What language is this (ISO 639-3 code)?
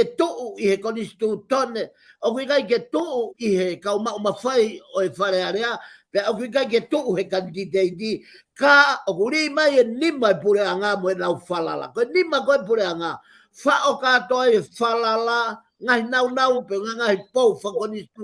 ton